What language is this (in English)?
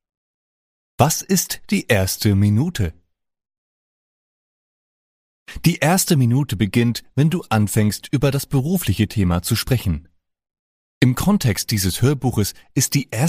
German